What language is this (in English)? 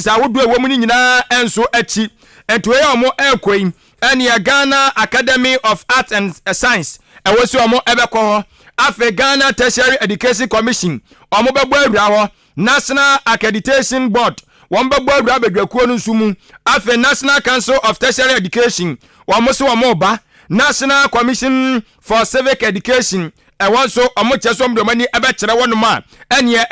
Akan